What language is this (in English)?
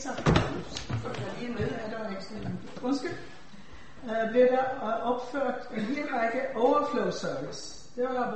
Danish